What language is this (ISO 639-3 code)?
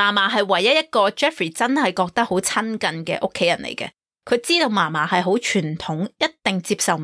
yue